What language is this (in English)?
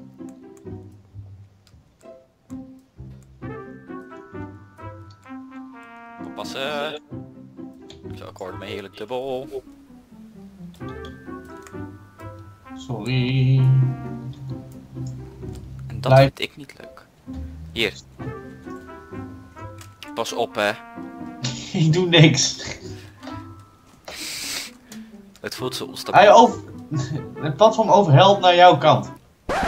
Dutch